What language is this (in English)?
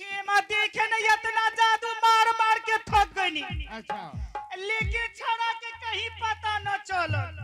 Angika